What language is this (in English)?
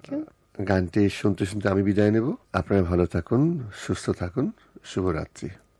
Bangla